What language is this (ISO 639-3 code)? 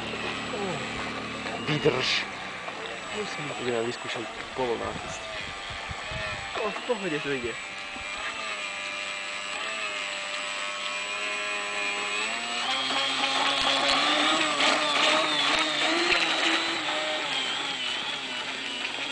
slk